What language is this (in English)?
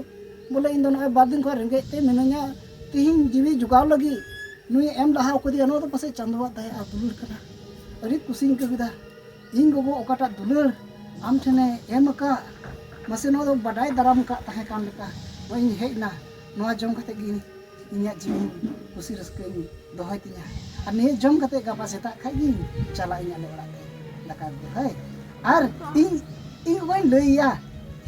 Santali